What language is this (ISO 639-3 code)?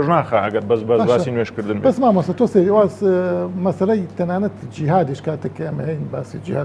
ckb